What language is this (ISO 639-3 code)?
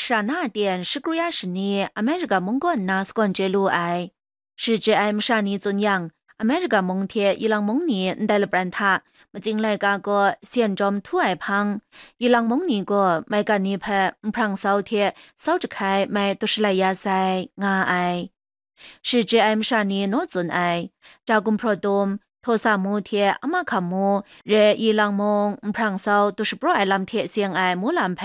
kac